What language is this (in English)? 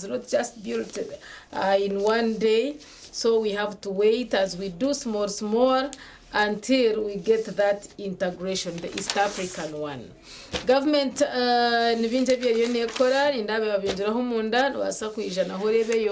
Nyankole